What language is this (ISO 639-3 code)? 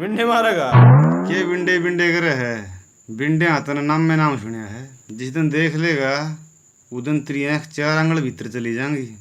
bgc